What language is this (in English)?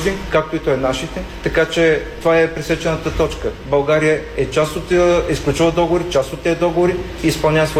Bulgarian